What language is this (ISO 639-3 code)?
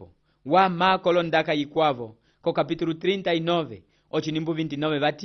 umb